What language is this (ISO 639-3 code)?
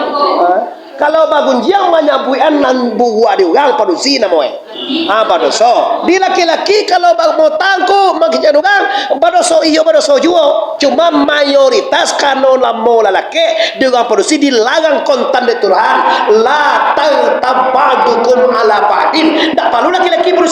min